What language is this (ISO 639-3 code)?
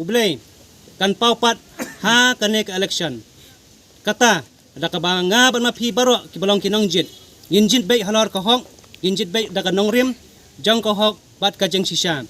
kha